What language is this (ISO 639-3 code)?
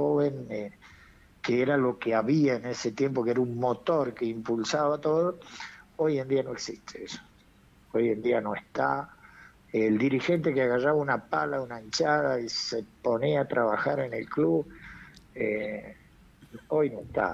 spa